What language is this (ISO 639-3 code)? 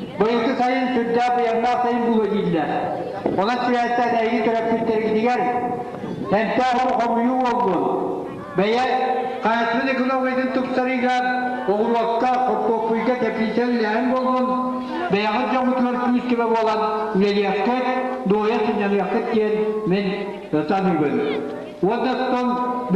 sah